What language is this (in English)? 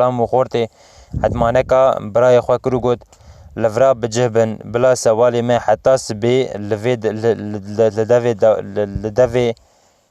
Kurdish